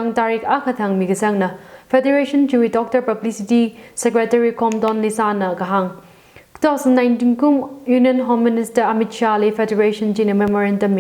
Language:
Tangkhul Naga (India)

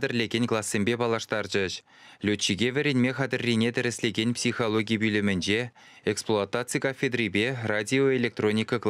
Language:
Chuvash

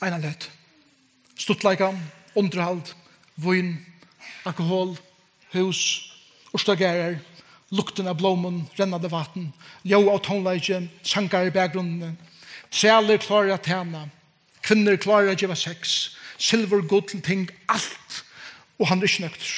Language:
Faroese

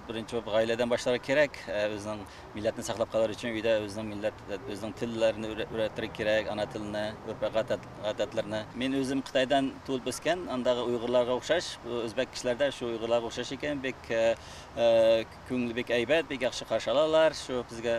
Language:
Tatar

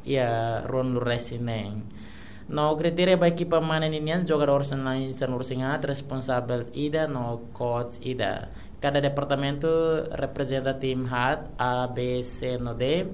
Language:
Tetum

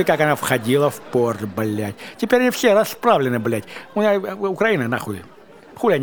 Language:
Russian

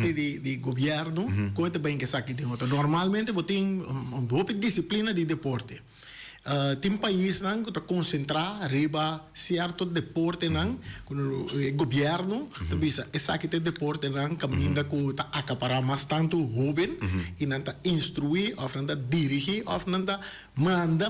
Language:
Papiamento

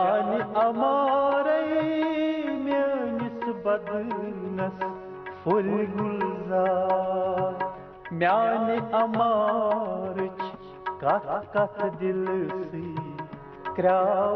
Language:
Kashmiri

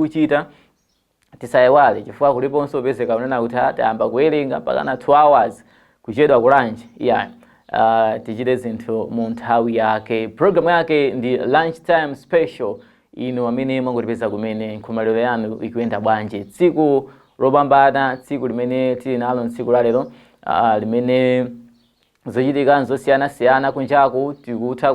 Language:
Nyanja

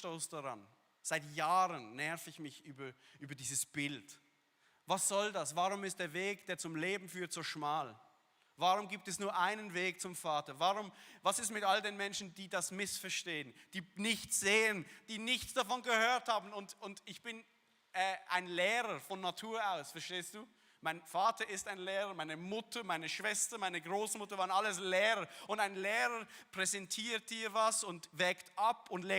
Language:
Swiss German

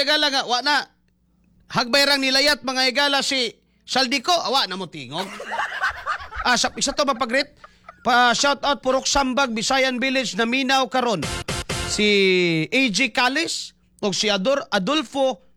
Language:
Cebuano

